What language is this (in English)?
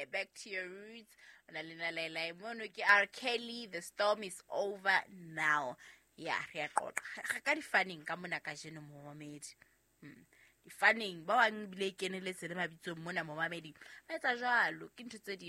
Southern Sotho